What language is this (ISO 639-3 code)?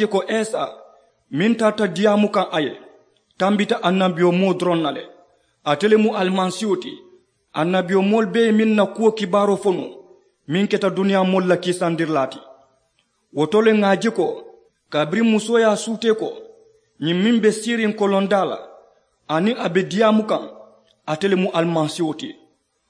man